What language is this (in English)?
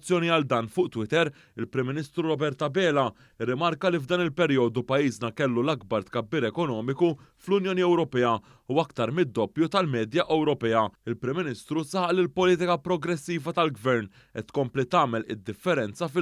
Maltese